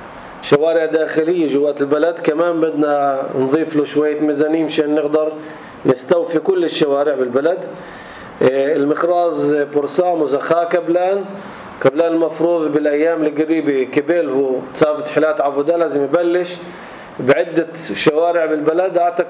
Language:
North Levantine Arabic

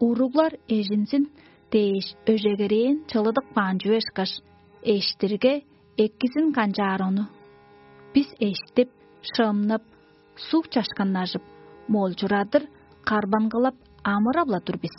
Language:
Tuvinian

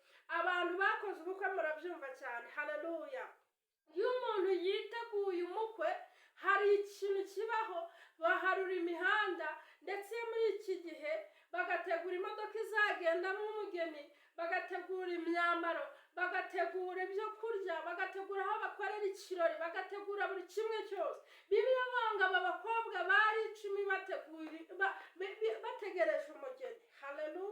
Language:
Kinyarwanda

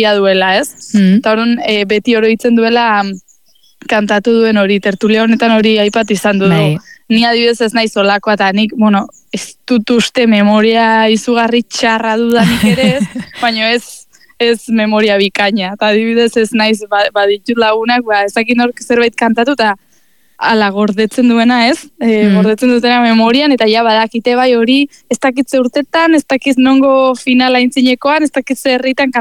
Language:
Basque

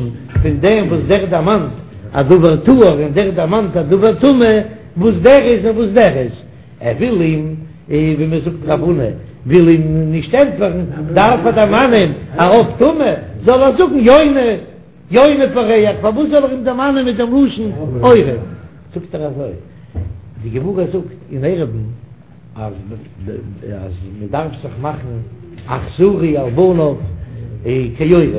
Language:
Yiddish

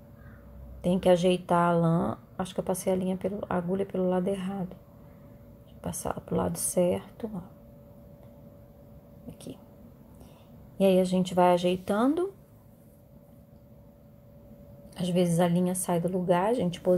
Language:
Portuguese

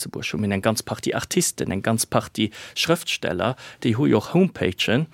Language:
Luxembourgish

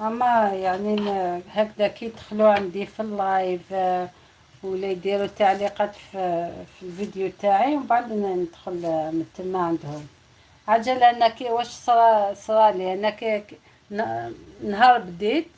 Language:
Algerian Arabic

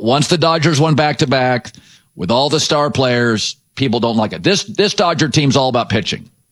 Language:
English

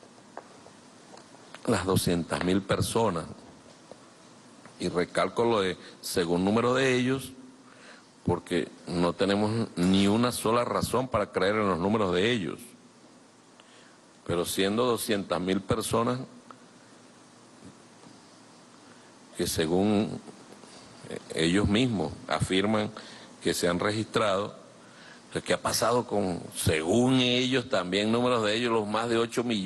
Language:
Spanish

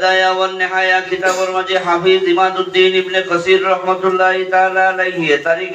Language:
Sylheti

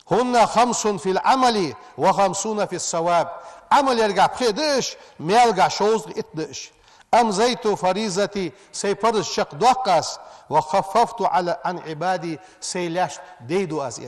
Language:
Ingush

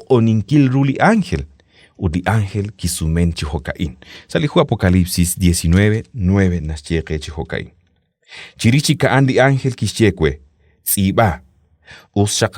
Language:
Kekchí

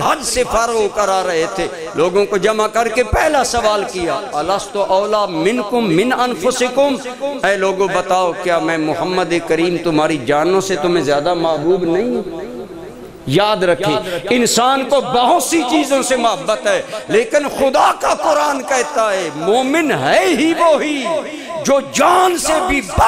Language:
Urdu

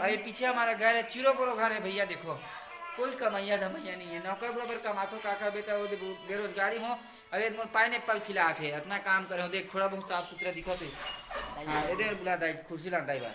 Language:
Chhattisgarhi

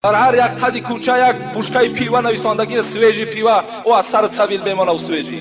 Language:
Tajik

